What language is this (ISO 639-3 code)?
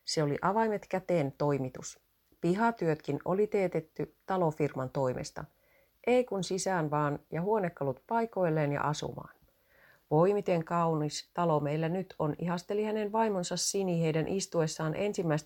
fin